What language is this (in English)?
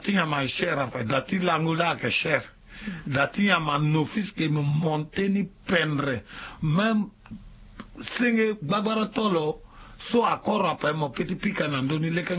Sango